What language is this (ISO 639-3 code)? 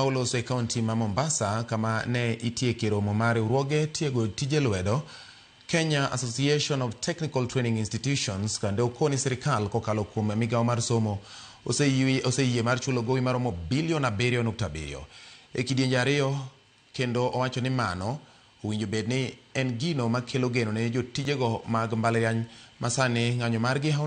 luo